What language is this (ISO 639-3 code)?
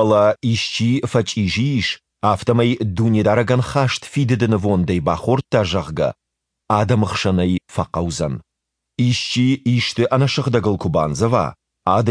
oss